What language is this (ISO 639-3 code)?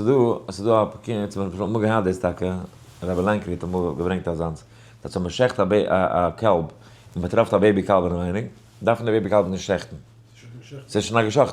yid